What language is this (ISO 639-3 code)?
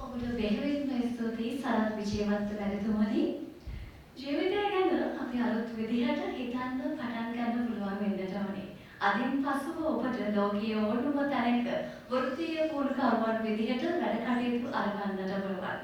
sin